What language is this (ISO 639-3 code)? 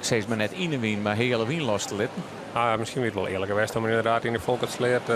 fry